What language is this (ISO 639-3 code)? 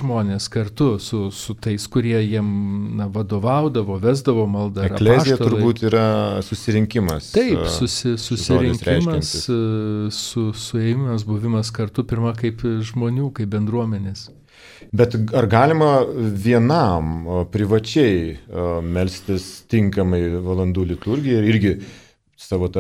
lit